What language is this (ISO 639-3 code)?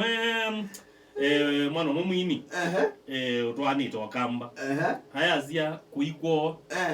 kam